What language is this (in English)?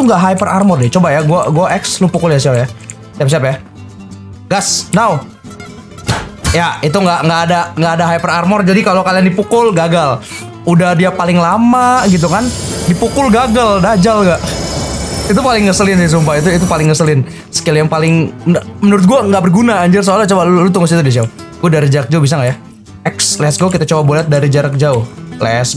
Indonesian